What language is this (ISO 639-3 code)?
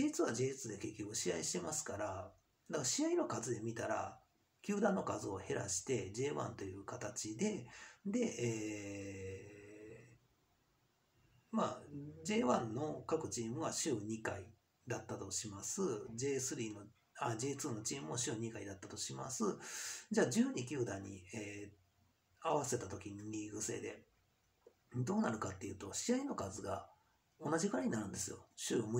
jpn